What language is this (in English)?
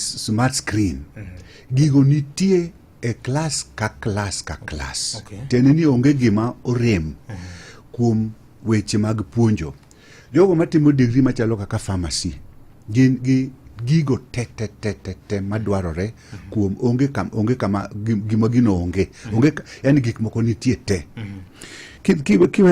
Luo (Kenya and Tanzania)